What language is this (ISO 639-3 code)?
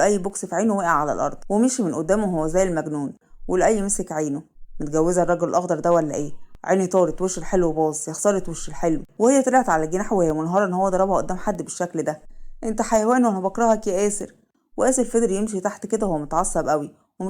arz